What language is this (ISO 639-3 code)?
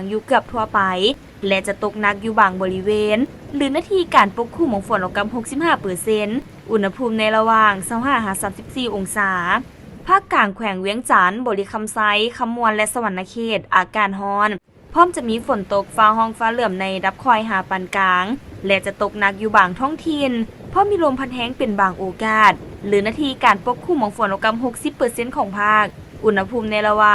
lao